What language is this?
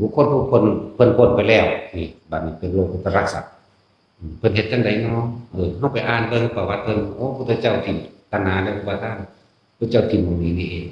Northeastern Thai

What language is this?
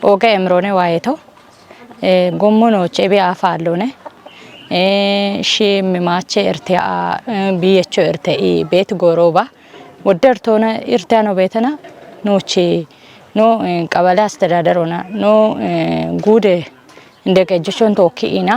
Kafa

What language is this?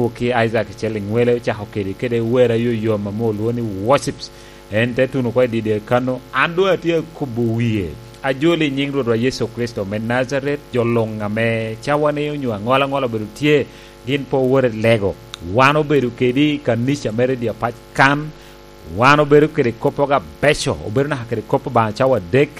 Lango (Uganda)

